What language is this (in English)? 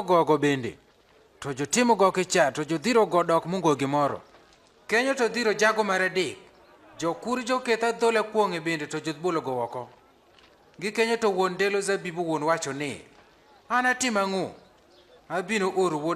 Adhola